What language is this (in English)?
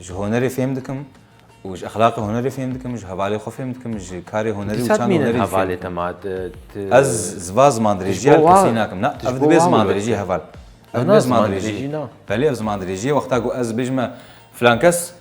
Kurdish